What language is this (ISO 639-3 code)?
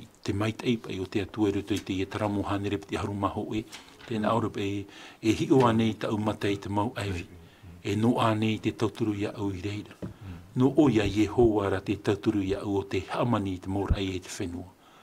tah